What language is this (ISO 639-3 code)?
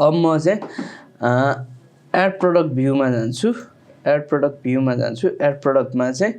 nep